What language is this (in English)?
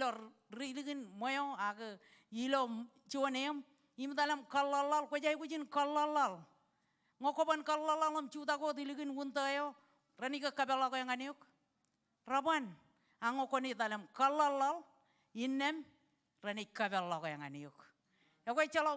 Marshallese